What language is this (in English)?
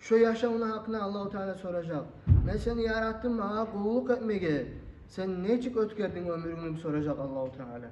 Kumyk